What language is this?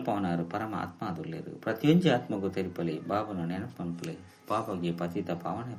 Tulu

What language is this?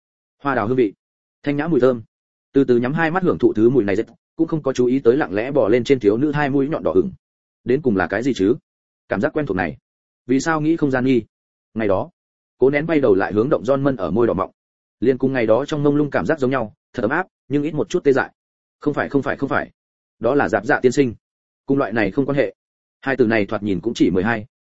Vietnamese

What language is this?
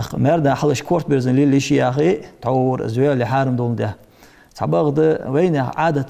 Ingush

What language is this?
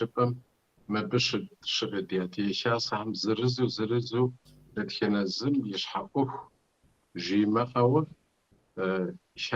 Kabardian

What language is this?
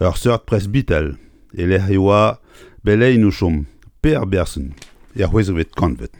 Breton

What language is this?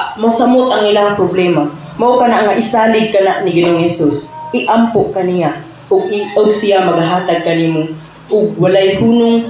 Cebuano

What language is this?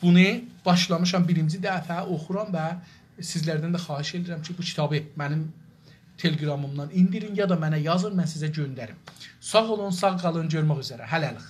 South Azerbaijani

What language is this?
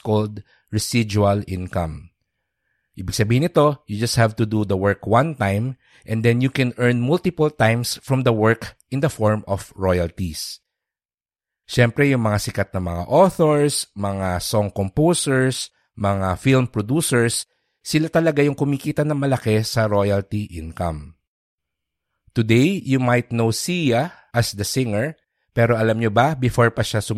Filipino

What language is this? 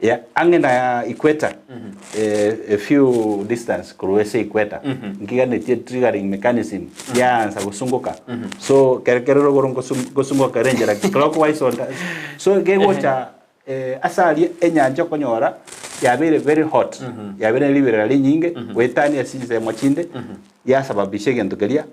Gusii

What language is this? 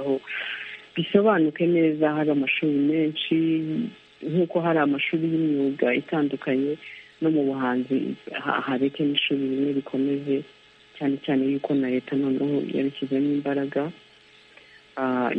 Kinyarwanda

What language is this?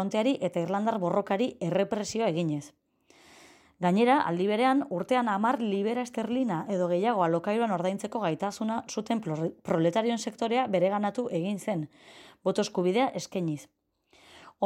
Basque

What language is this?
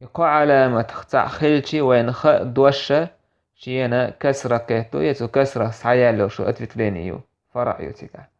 Chechen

